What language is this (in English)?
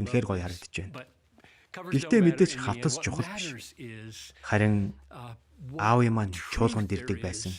Mongolian